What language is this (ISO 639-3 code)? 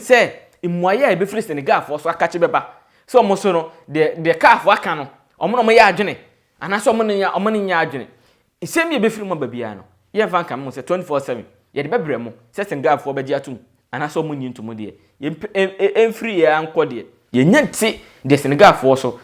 aka